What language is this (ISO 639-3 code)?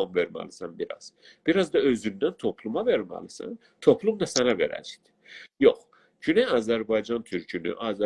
azb